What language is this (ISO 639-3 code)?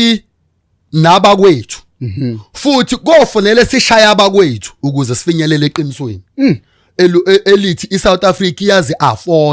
zul